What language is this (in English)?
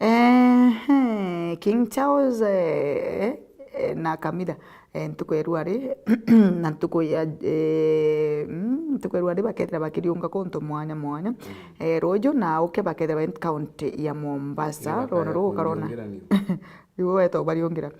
Meru